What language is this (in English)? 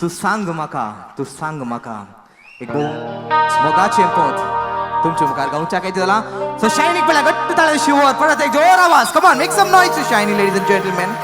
Konkani